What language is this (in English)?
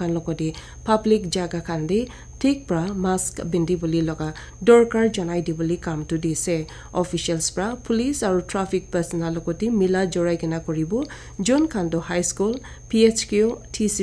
Naga Pidgin